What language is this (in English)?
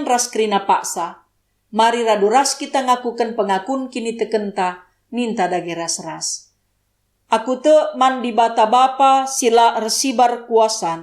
Batak Karo